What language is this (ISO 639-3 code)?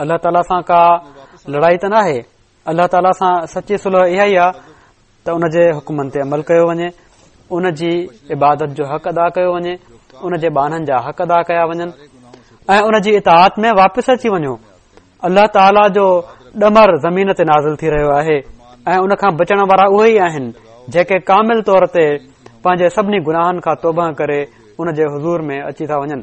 snd